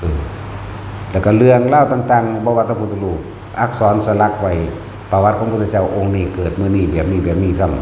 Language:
Northeastern Thai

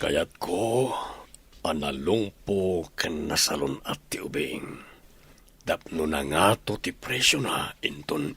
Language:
Iloko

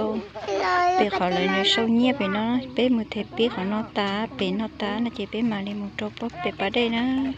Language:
Hmong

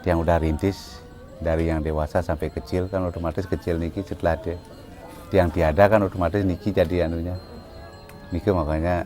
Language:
Balinese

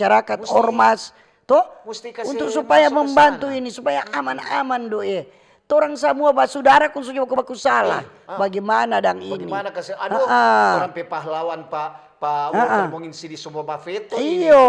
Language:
Manado Malay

